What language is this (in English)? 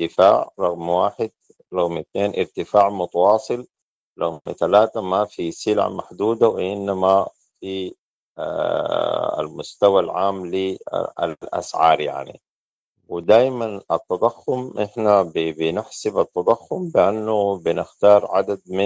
Sudanese Arabic